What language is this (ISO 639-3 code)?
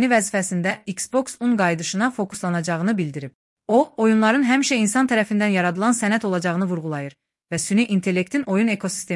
aze